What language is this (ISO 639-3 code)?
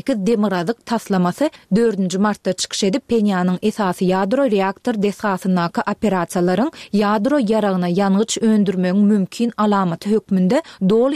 tuk